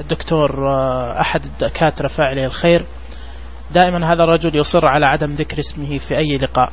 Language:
Najdi Arabic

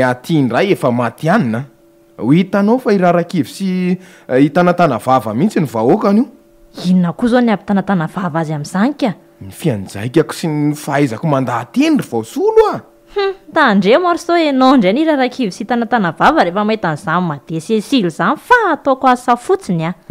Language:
Malagasy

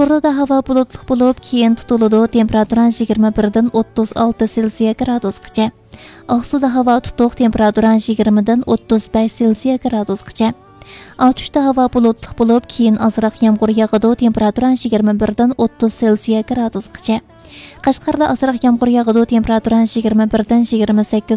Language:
Uyghur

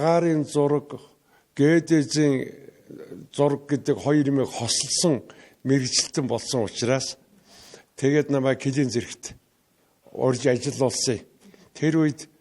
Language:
Mongolian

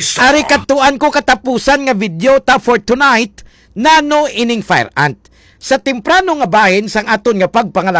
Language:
Hiligaynon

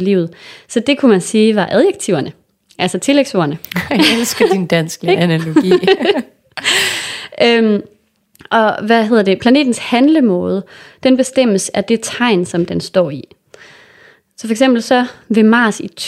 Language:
Danish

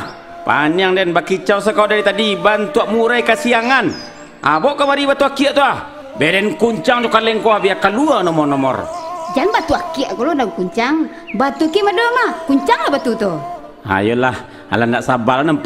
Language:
Minangkabau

